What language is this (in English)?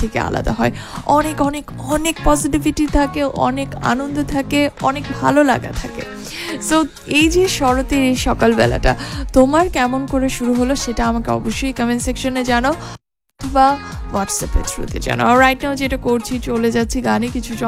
Bangla